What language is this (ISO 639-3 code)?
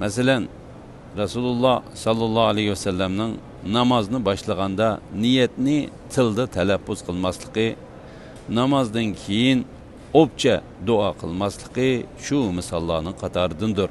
uig